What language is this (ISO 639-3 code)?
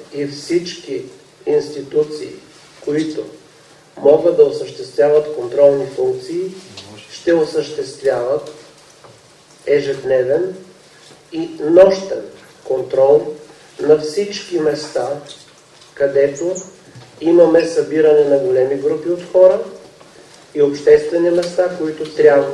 bul